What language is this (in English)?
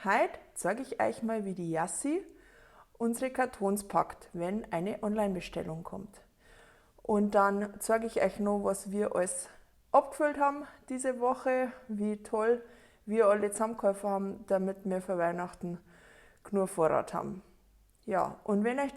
Bavarian